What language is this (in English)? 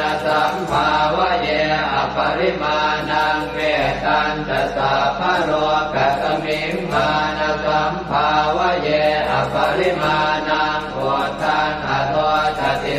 Pali